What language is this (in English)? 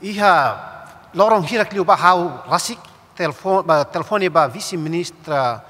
Tetum